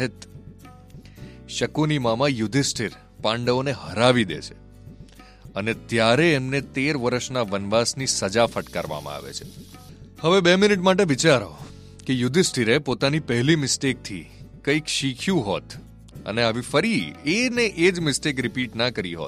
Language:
Gujarati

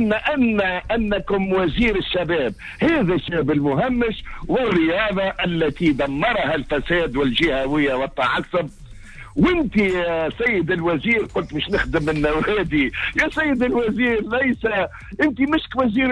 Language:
Tunisian Arabic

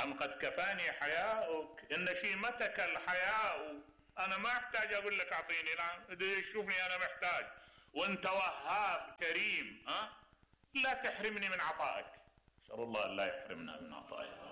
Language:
Mesopotamian Arabic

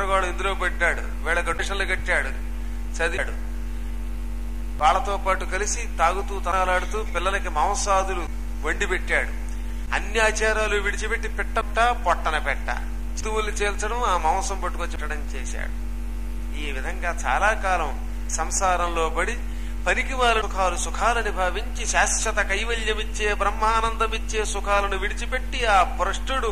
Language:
Telugu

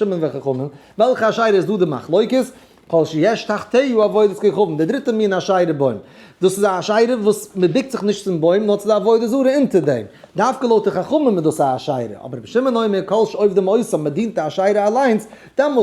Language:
Yiddish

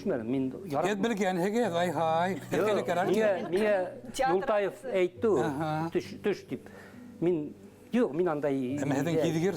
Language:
Bashkir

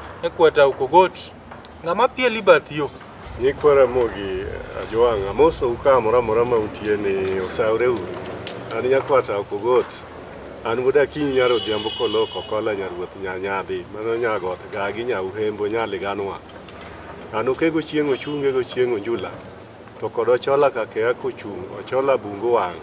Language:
Luo (Kenya and Tanzania)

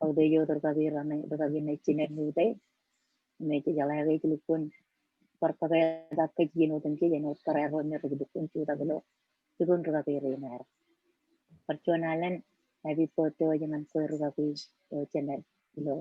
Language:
Marshallese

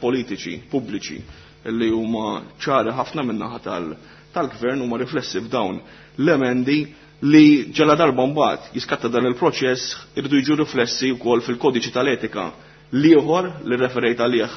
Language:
Maltese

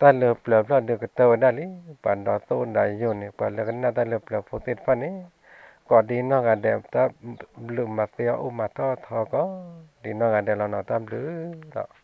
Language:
S'gaw Karen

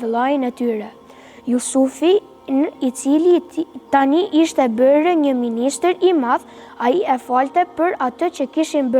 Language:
Albanian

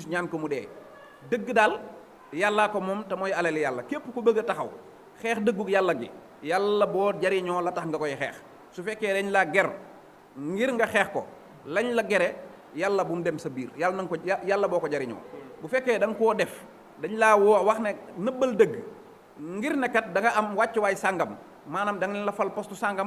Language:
Wolof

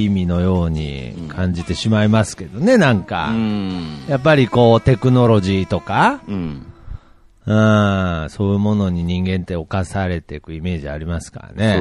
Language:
Japanese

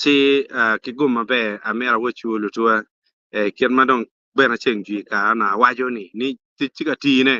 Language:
Acoli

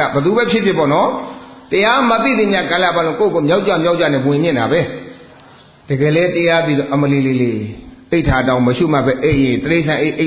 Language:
Burmese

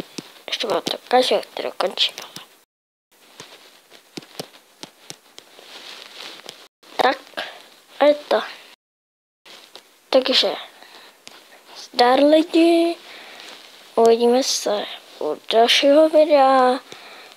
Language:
Czech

